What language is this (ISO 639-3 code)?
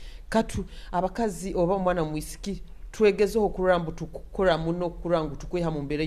nyo